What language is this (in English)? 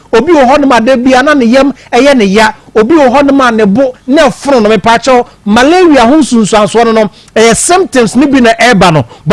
Akan